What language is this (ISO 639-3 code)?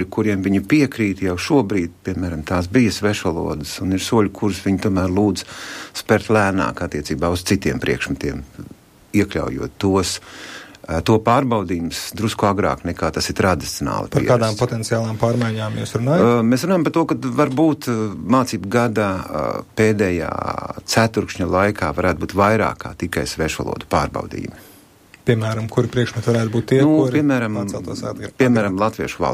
lav